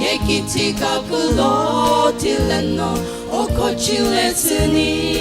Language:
Sumi Naga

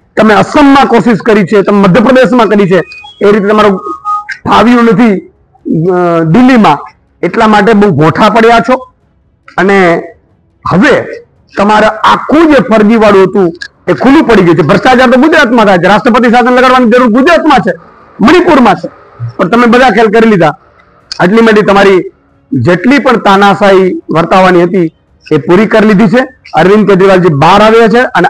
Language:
Gujarati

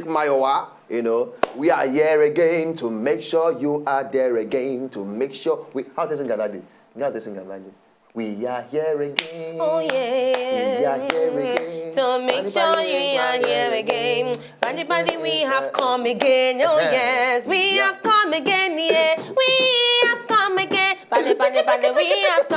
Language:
Nigerian Pidgin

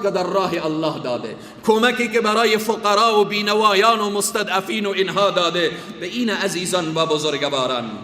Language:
Persian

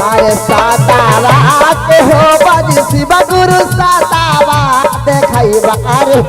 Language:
Magahi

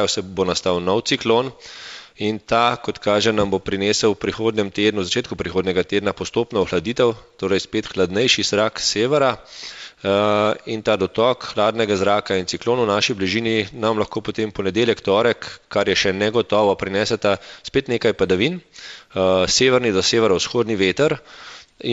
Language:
Slovenian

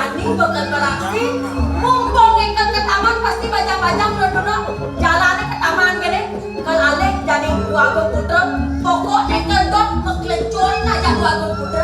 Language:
Balinese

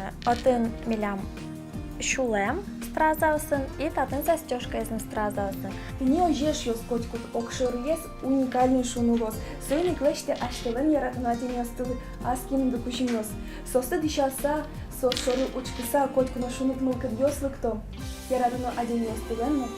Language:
Udmurt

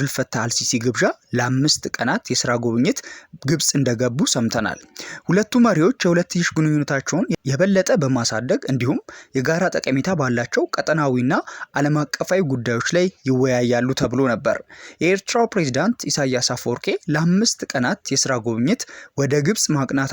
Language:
Amharic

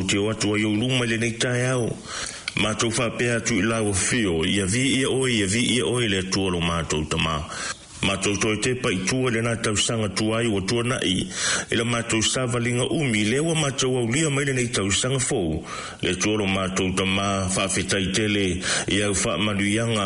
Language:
Samoan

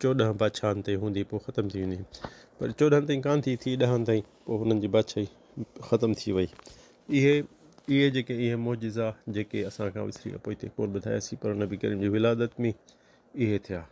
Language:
Sindhi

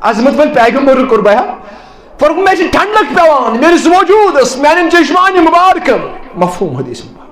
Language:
Kashmiri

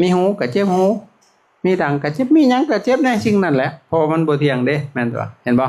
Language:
Lao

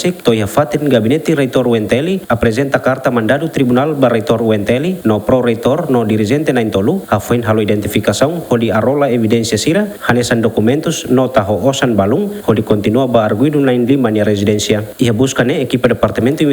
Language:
Tetum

